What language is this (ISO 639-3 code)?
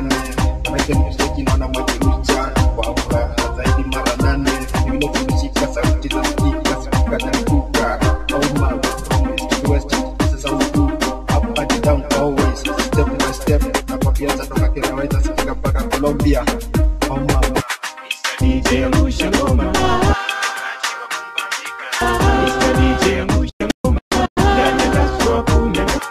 swa